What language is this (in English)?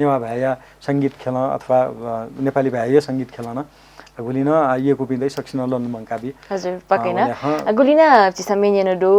Newari